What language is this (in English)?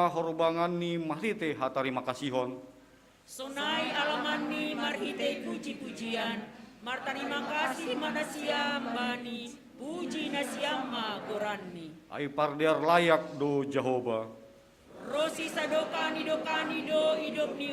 Batak Simalungun